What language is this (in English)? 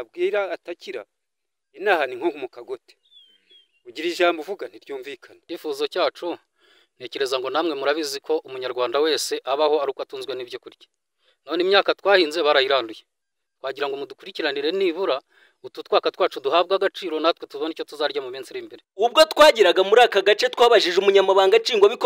Kinyarwanda